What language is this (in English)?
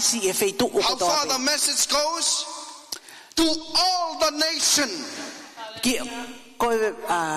Tongan